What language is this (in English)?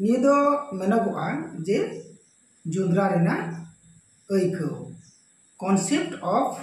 Santali